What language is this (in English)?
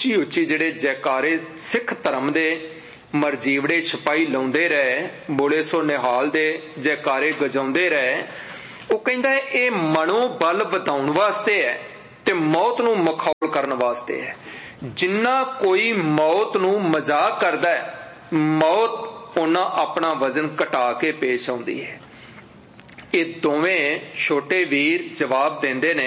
Punjabi